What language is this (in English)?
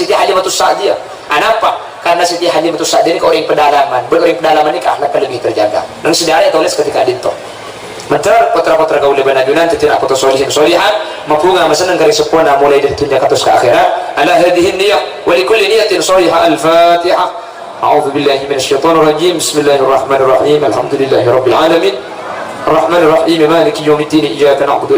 Madurese